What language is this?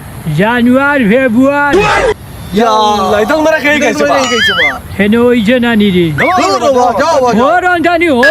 Sylheti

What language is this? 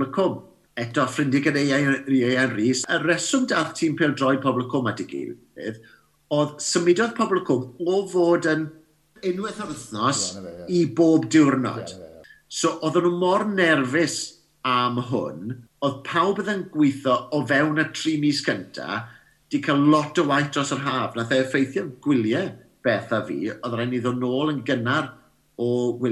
Welsh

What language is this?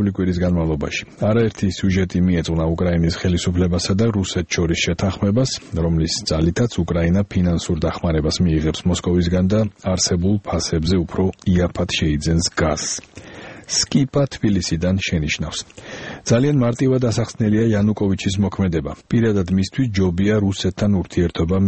Georgian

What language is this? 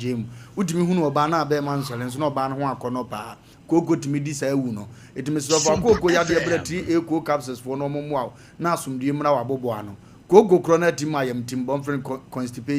Akan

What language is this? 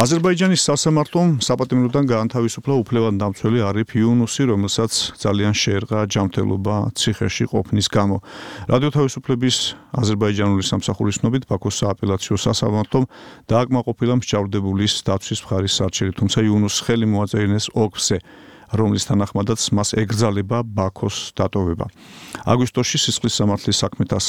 Georgian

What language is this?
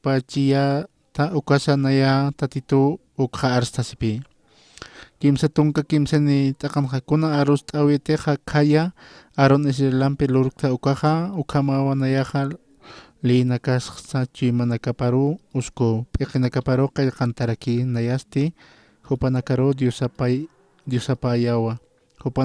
Aymara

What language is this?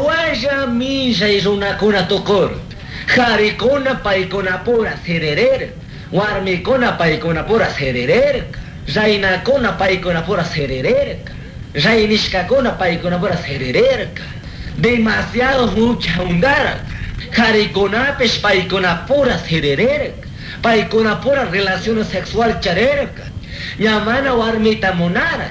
Chimborazo Highland Quichua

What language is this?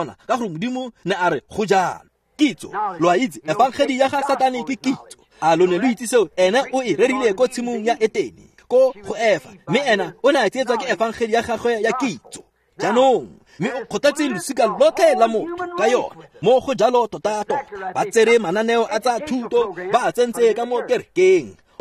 Tswana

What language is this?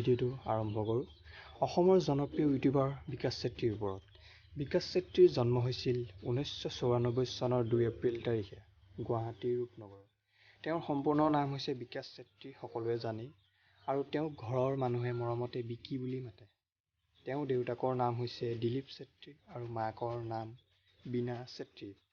Assamese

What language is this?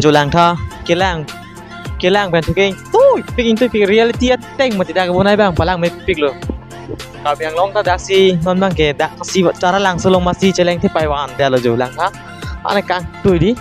Karbi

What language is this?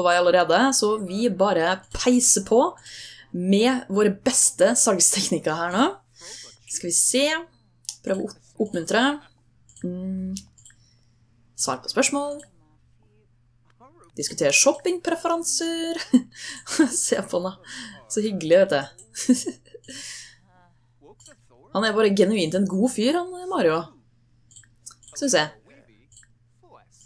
Norwegian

